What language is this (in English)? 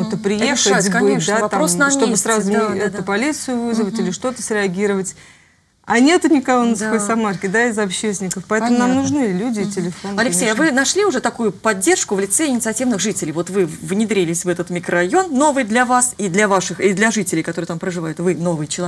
Russian